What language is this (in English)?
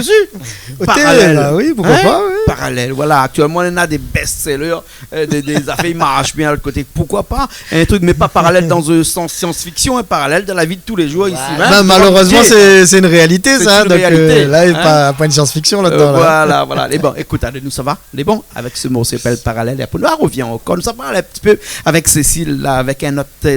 Réunion Creole French